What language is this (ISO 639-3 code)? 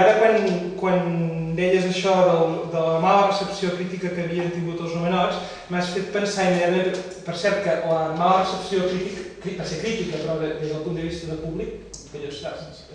cat